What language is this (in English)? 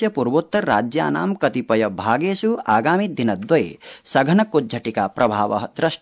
Sanskrit